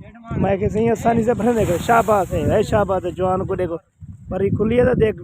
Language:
Saraiki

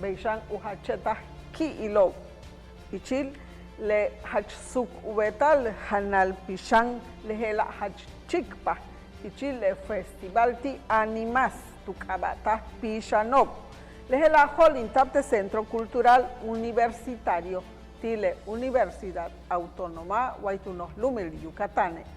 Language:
Yucateco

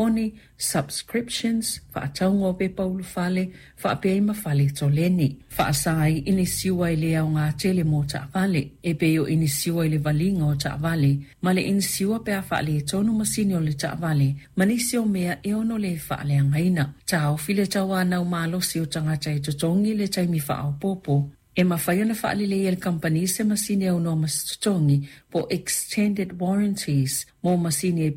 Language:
Samoan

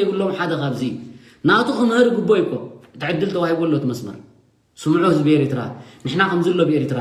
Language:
Tigrinya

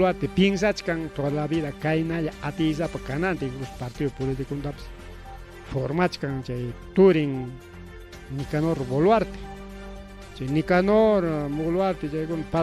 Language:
Ayacucho Quechua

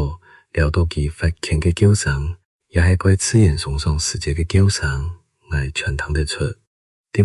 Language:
Hakka Chinese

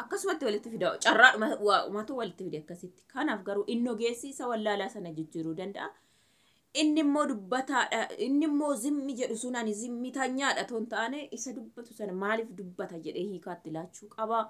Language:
Oromo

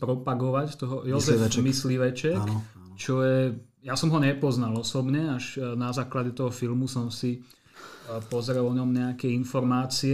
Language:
Slovak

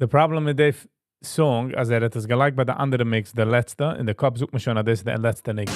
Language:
Yiddish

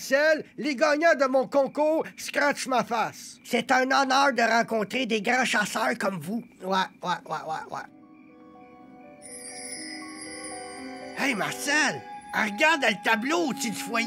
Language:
French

